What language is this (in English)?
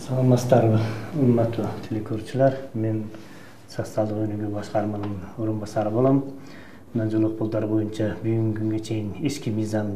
Kyrgyz